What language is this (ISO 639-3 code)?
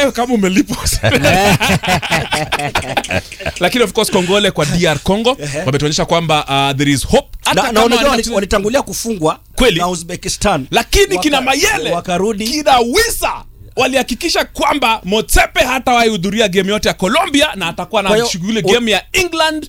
swa